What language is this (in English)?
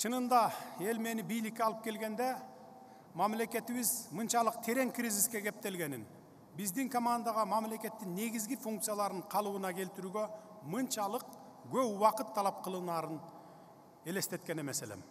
Kyrgyz